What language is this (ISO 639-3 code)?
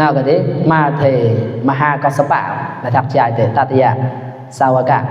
mnw